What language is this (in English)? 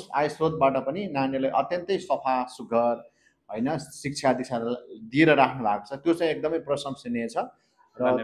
Nepali